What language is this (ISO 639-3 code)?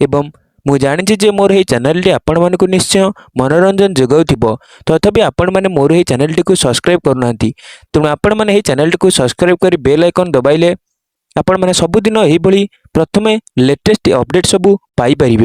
ori